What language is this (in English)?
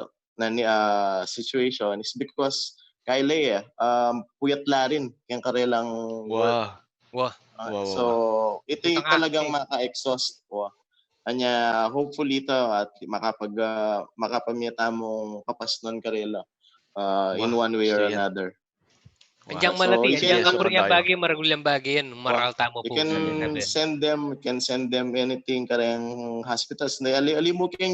Pampanga